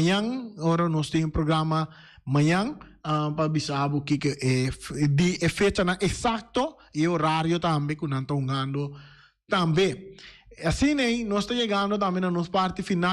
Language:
Papiamento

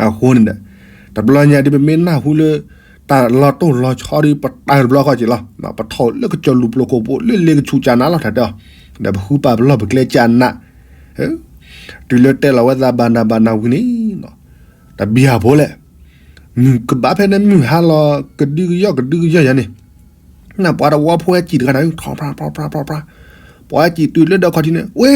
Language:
S'gaw Karen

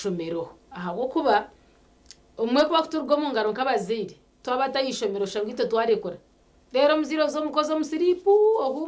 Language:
Nyankole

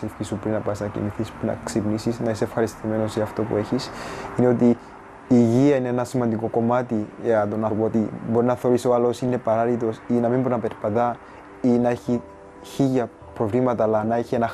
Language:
Greek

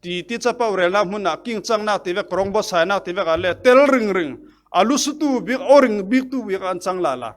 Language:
Falam Chin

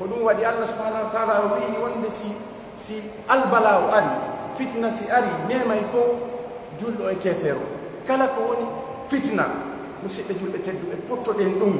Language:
Pular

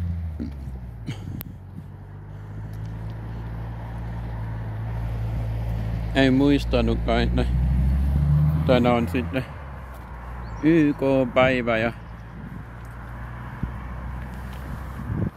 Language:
Finnish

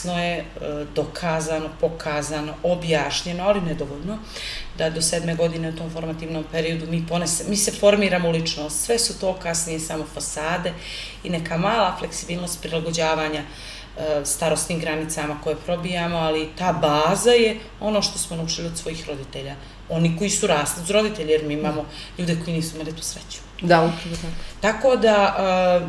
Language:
Serbian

